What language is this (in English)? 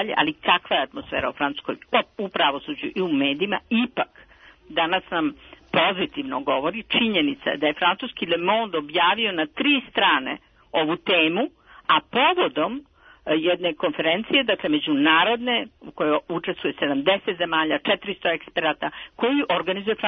Serbian